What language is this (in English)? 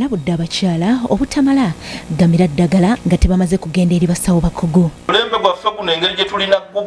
Ganda